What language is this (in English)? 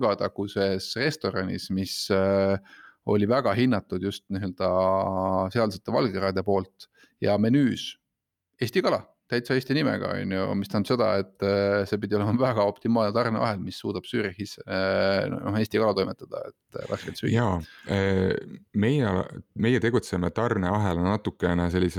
Estonian